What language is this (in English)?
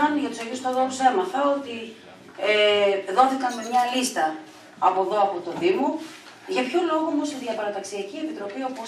Greek